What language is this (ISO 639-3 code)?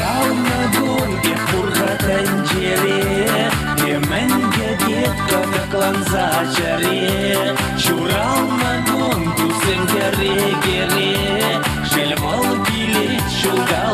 chv